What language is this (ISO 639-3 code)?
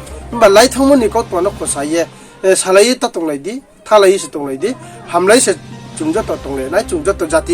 ria